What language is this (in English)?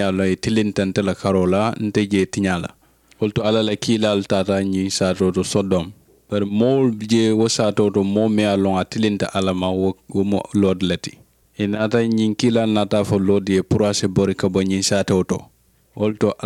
Mandingo